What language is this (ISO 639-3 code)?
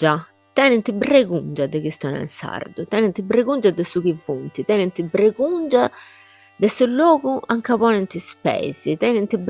srd